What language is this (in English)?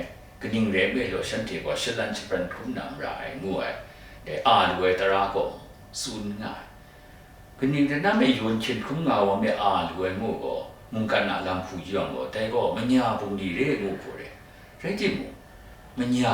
Kachin